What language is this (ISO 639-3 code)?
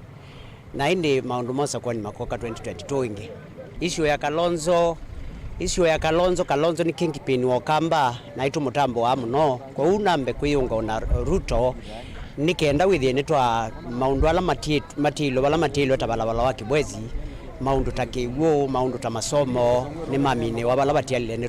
kam